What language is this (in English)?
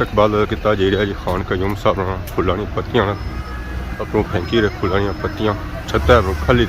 Pahari-Potwari